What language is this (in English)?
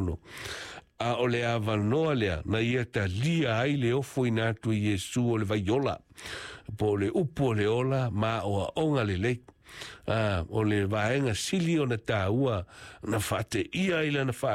Samoan